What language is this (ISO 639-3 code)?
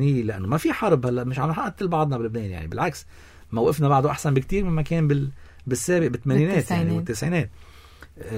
apc